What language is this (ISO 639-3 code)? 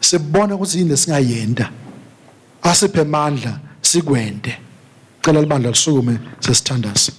ssw